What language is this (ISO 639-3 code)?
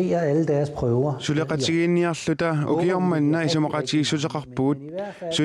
kal